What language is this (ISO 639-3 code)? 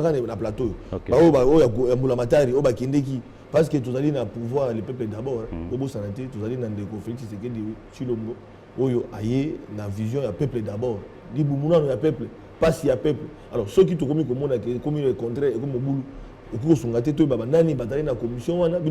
lin